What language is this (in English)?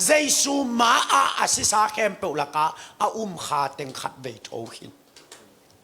Tedim Chin